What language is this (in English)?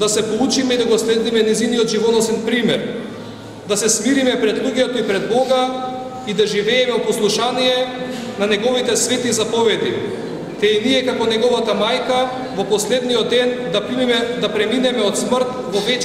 Macedonian